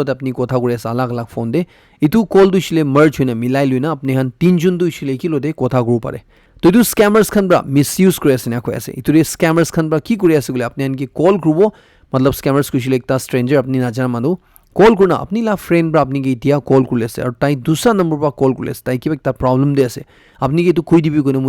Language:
Naga Pidgin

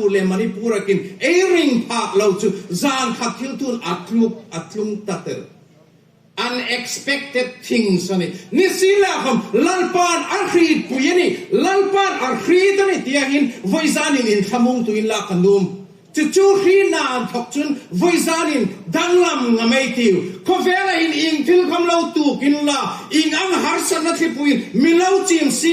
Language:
Hmar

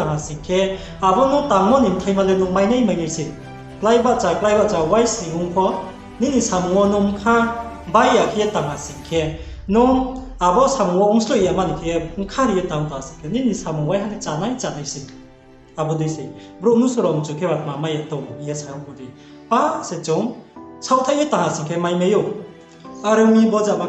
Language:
Riang (India)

